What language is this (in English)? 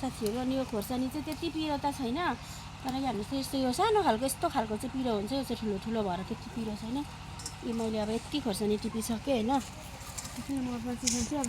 Nepali